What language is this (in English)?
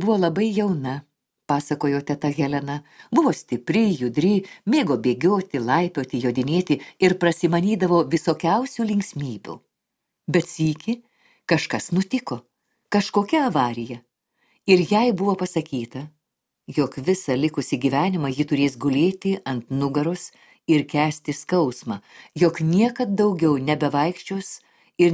Lithuanian